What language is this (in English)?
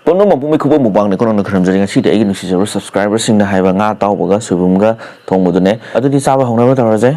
Manipuri